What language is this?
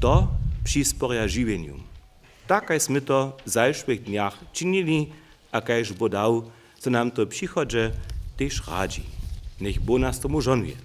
Upper Sorbian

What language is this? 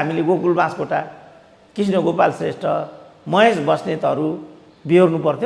Nepali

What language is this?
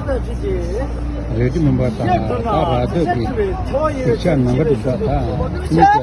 Tibetan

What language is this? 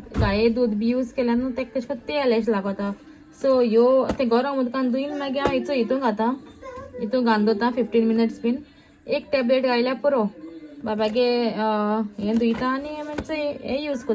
Konkani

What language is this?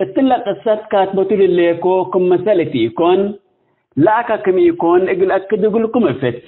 Tigre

